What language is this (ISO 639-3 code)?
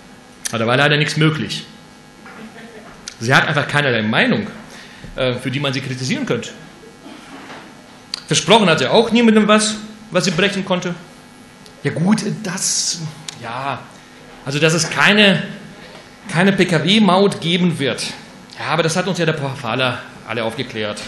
deu